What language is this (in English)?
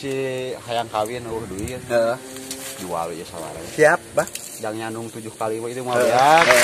Sundanese